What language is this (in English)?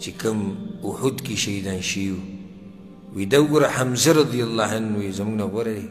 Pashto